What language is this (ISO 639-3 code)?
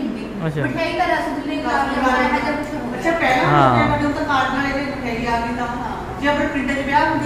pan